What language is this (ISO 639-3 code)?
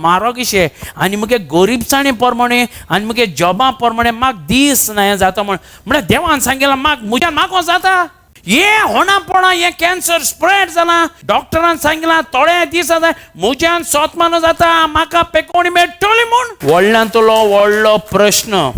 kok